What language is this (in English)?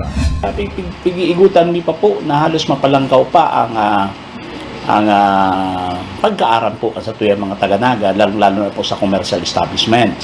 Bikol